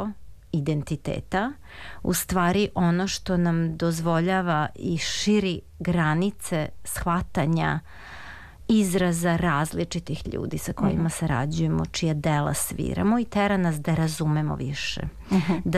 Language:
Serbian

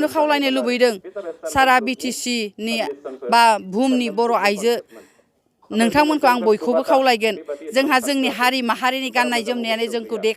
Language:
Bodo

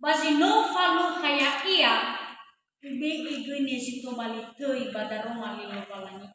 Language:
Nias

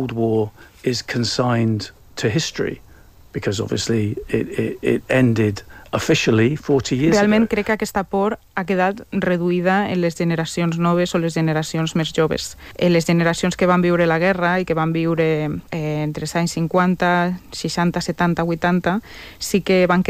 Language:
Catalan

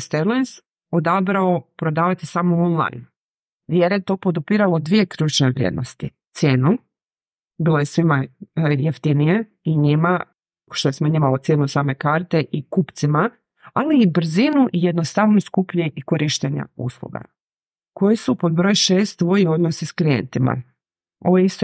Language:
Croatian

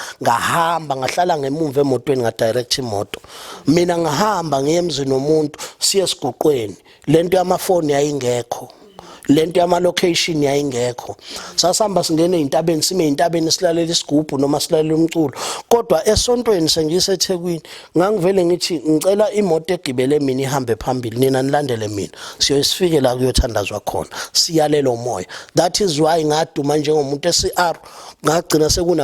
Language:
Zulu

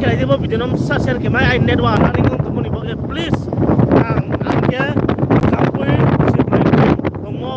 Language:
Riang (India)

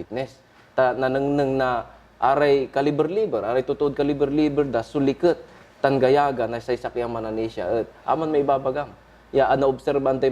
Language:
Pangasinan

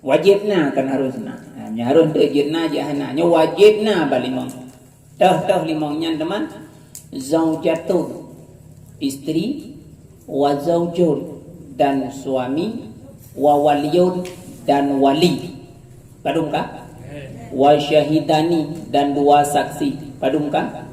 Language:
Achinese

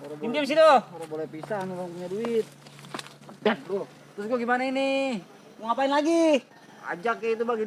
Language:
Betawi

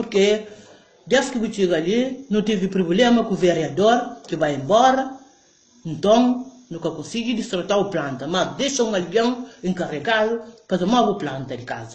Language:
Kabuverdianu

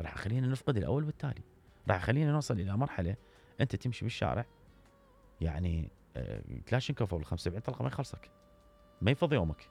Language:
Mesopotamian Arabic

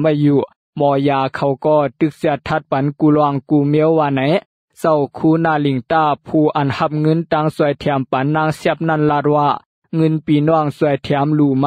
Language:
Shan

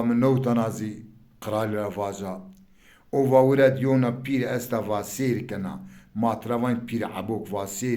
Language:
Zaza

